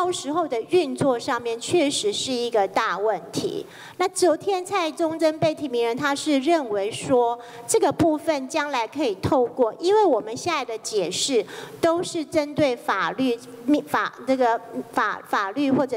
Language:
Chinese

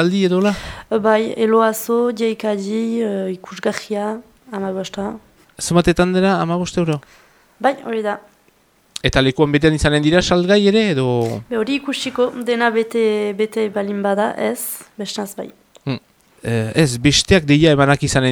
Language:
Basque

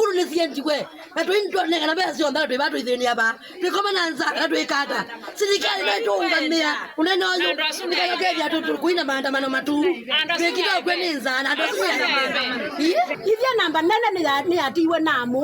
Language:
Kamba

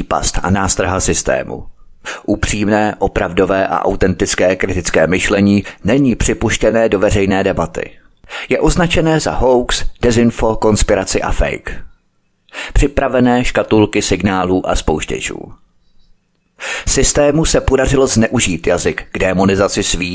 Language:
Czech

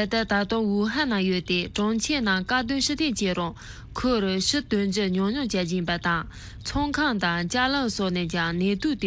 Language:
Tibetan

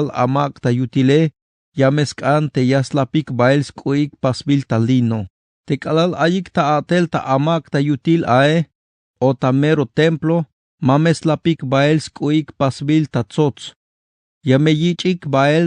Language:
Tzeltal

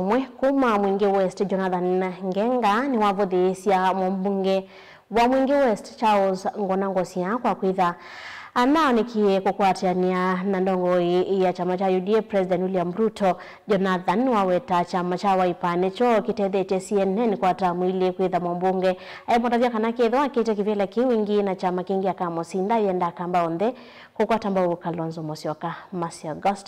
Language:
Kamba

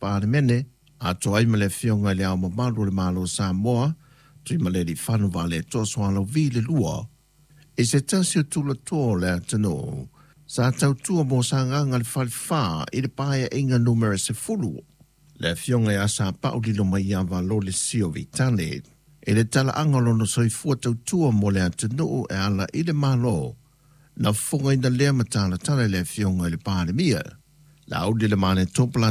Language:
Samoan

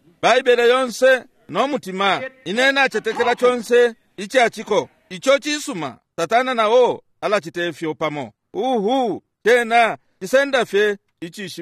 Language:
Bemba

